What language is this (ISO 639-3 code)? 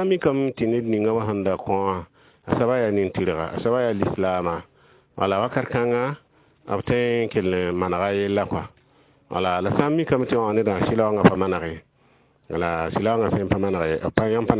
mos